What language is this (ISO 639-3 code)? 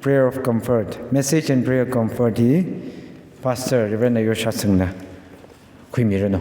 nmf